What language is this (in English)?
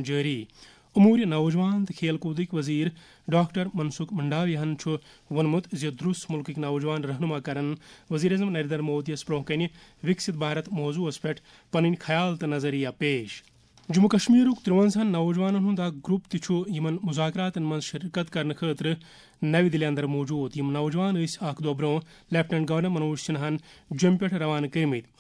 Kashmiri